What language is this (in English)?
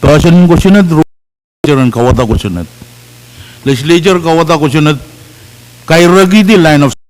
Pohnpeian